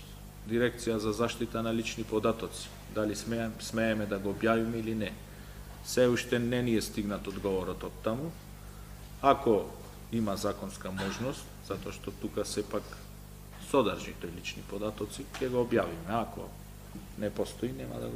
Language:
Macedonian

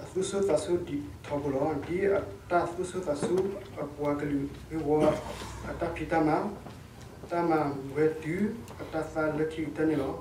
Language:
S'gaw Karen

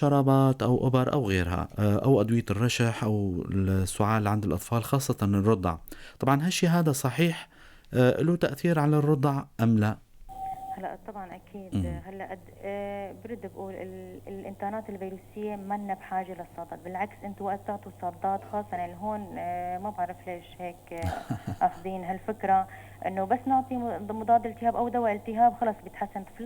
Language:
North Levantine Arabic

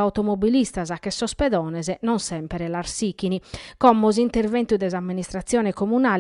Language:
Sardinian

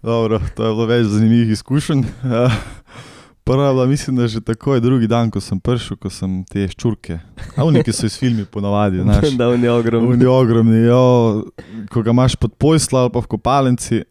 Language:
Slovenian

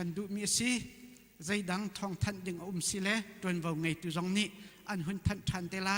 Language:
Hakha Chin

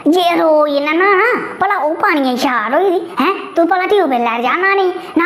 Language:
Dogri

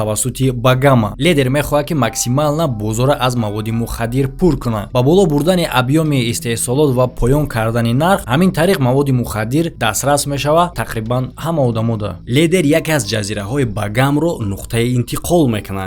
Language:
Tajik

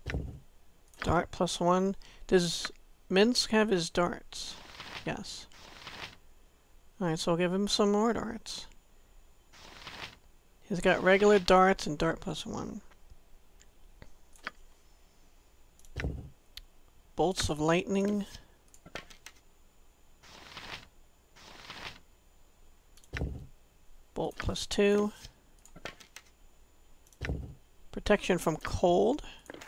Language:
English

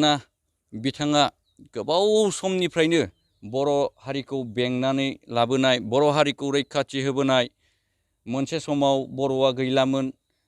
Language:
Bodo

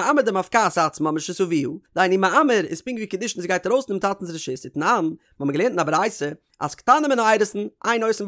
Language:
Yiddish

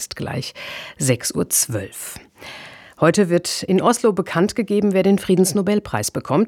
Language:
German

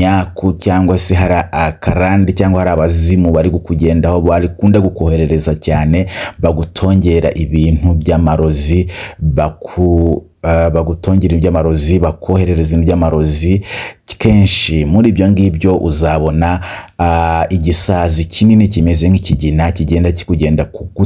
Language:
Kinyarwanda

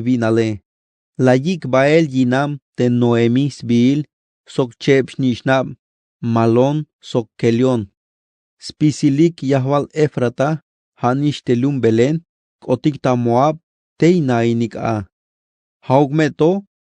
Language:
Tzeltal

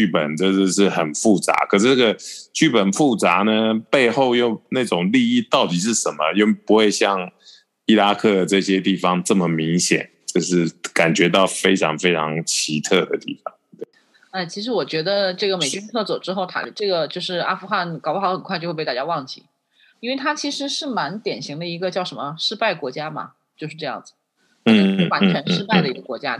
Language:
Chinese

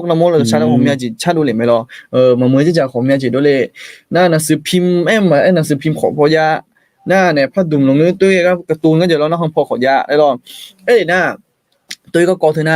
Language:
Akha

